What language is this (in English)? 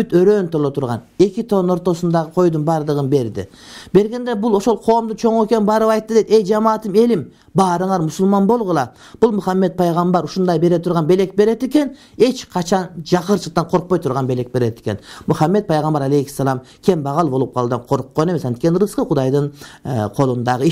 Kyrgyz